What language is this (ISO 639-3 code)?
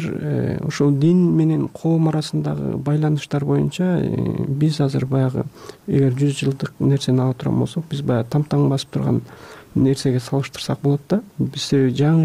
kir